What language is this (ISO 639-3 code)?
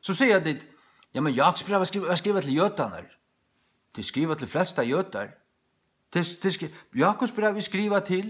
fao